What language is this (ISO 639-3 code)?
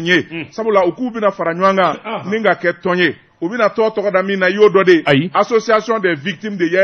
bam